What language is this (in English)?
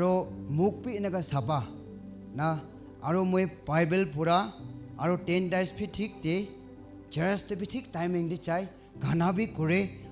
Naga Pidgin